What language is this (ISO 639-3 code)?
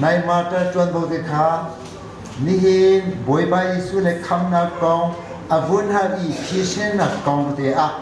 cnh